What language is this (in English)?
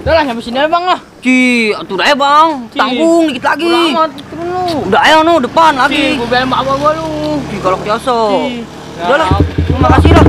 Betawi